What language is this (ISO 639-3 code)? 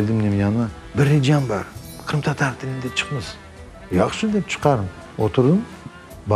crh